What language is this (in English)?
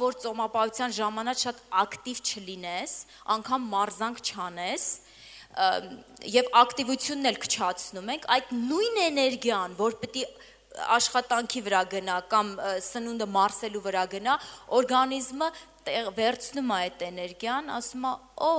Armenian